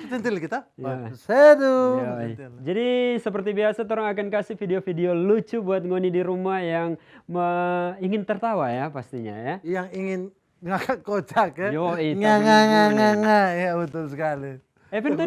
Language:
Manado Malay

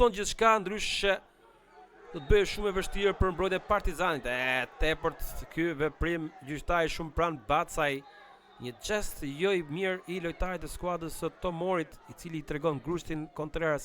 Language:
Albanian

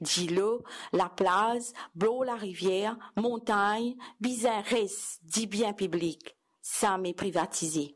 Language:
Morisyen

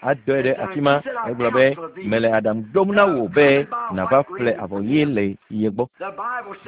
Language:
Ewe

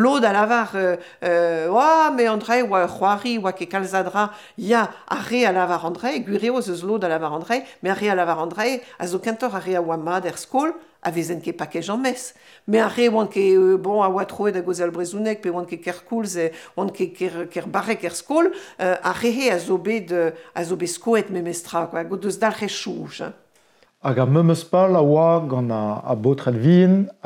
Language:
Breton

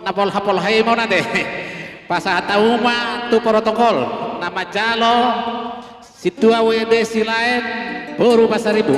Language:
Batak Toba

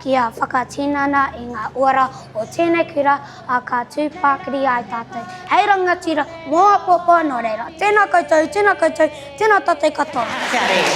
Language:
Māori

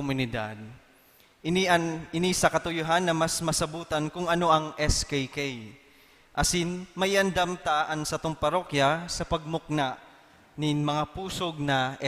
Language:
Bikol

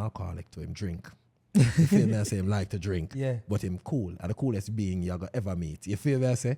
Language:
Jamaican Creole English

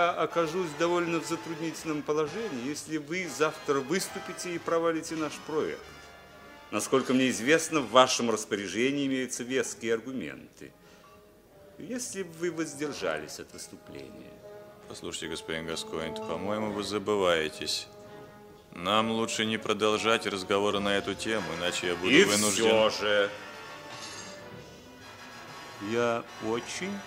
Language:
Russian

